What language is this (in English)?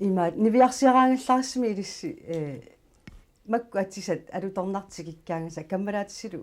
Kalaallisut